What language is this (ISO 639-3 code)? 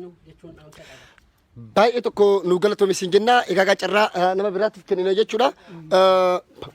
orm